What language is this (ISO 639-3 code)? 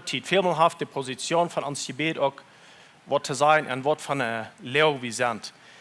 pdt